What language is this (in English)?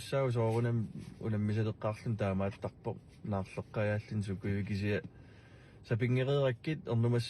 Kalaallisut